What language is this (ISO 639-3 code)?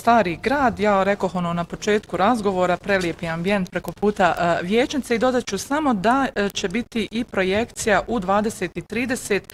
bos